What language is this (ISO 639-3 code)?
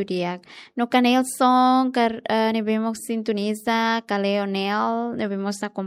tet